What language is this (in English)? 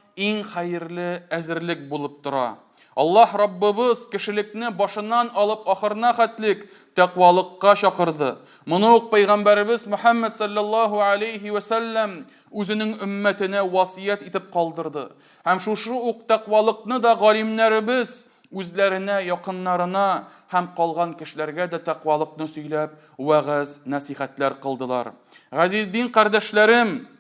Tatar